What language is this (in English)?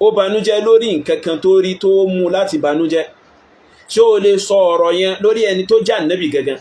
Yoruba